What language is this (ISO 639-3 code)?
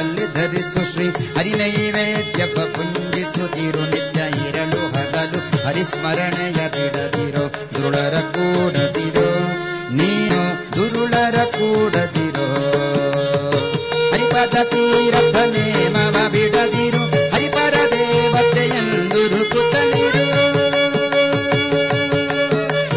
kan